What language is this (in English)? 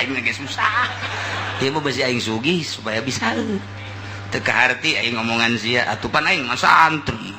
Sundanese